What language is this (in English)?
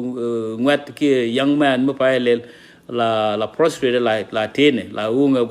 Nuer